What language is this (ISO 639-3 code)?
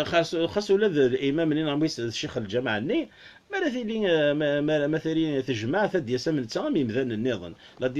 kab